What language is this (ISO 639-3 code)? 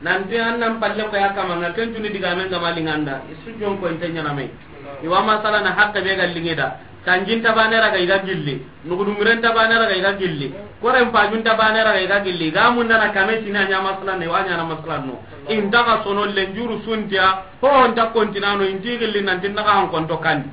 snk